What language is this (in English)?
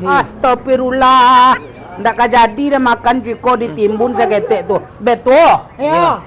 Minangkabau